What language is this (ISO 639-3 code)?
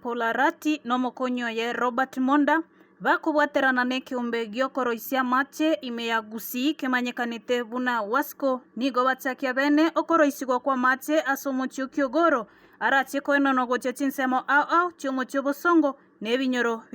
guz